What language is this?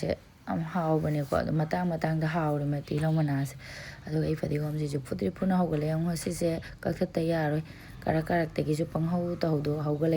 Manipuri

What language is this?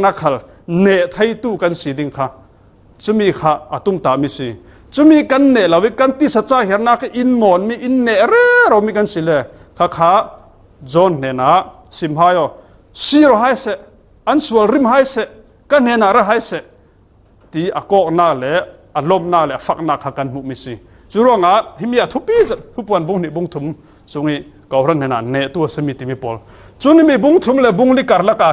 Falam Chin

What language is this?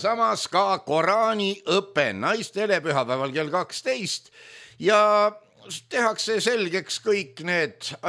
Estonian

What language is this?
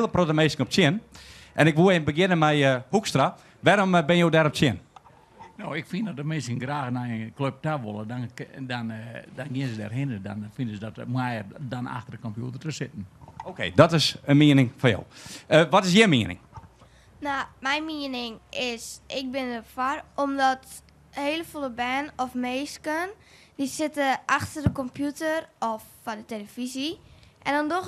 Western Frisian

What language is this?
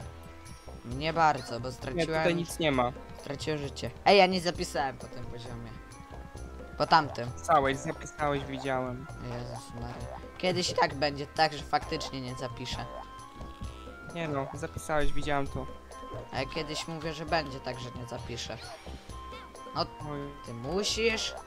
Polish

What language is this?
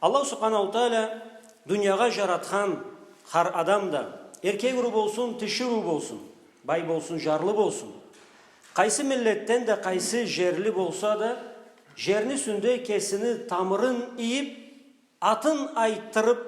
Karachay-Balkar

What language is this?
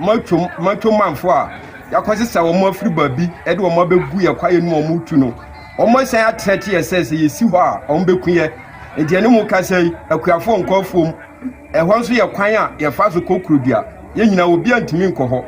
Akan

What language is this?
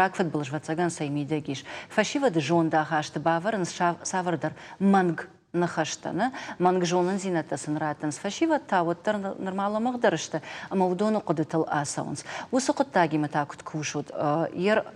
Ossetic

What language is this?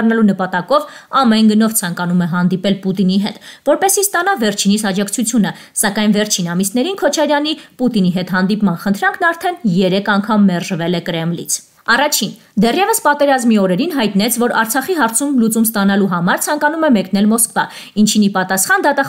Armenian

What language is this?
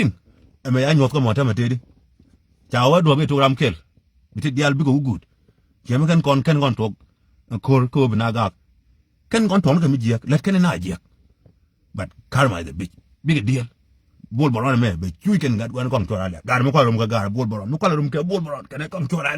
Nuer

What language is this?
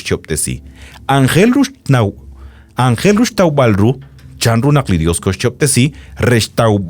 Kekchí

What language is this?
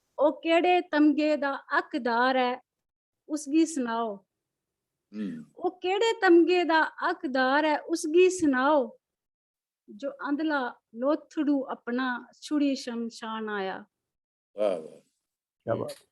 Dogri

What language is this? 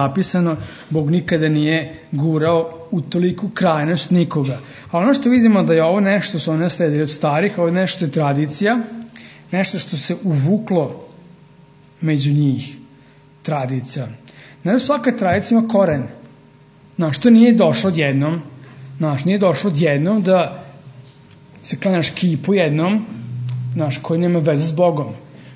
Serbian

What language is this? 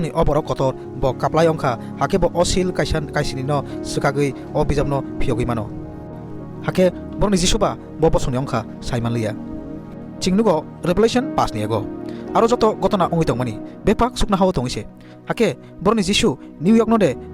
Kok Borok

